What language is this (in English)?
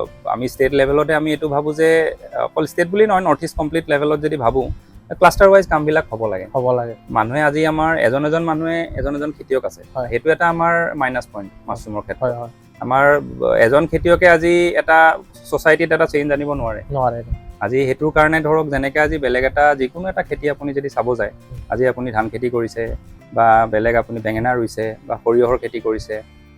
Assamese